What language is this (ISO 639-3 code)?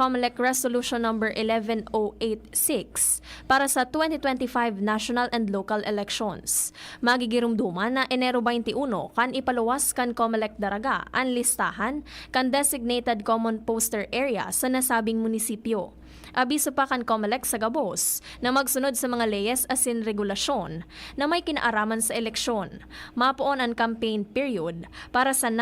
bik